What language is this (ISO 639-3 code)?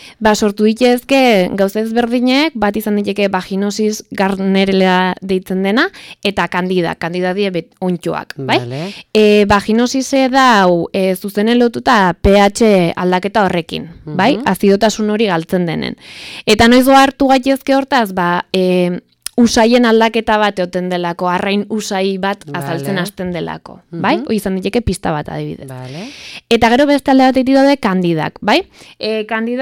eus